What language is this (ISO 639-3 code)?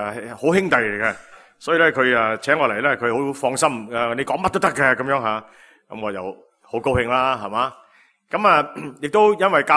yue